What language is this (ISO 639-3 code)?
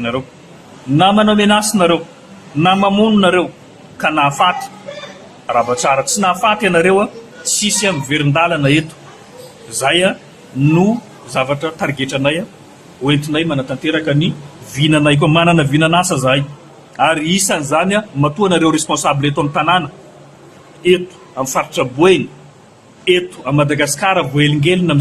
mlg